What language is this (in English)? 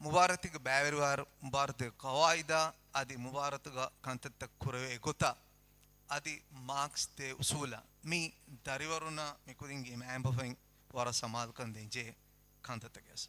Divehi